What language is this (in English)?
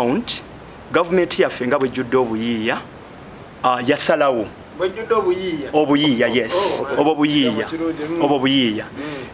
Ganda